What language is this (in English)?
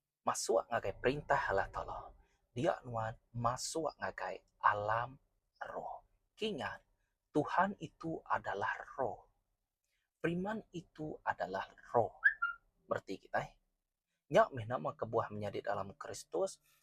Iban